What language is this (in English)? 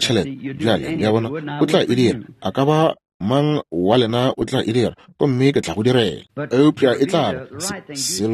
Northern Sotho